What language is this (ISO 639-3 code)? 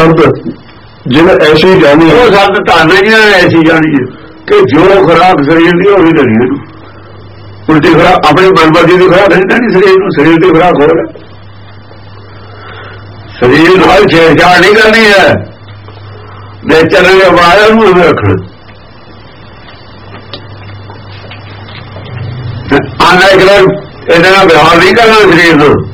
pan